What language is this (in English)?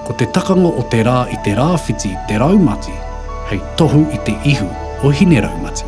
Māori